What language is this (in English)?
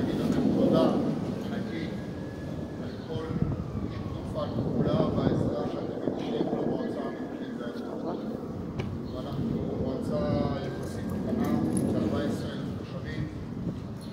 Hebrew